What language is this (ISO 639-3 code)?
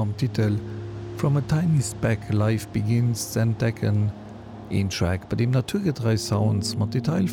ltz